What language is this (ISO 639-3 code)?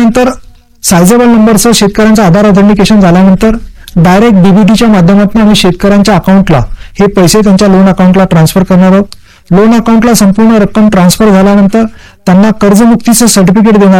mar